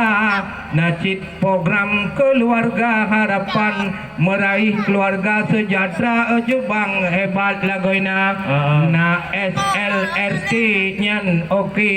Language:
Achinese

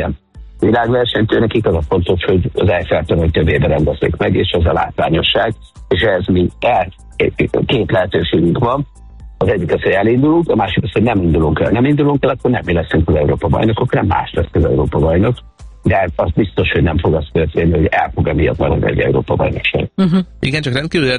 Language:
Hungarian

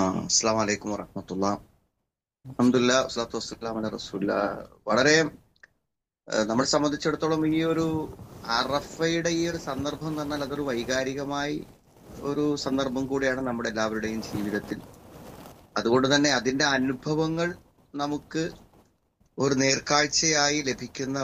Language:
Malayalam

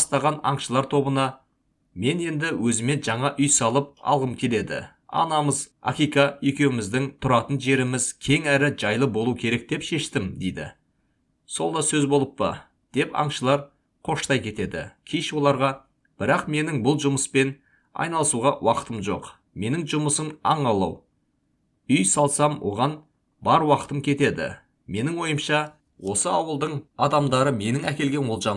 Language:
Kazakh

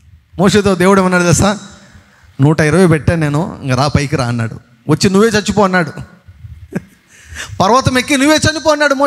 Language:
Telugu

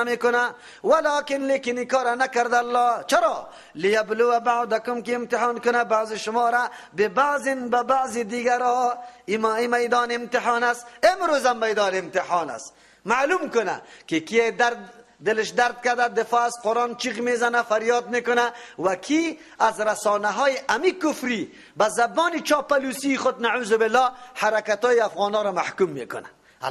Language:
Persian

